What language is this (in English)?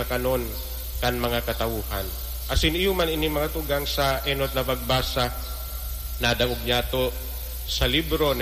Bikol